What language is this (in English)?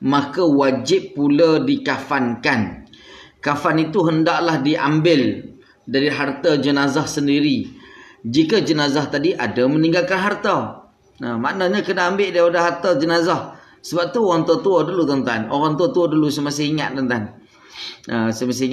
Malay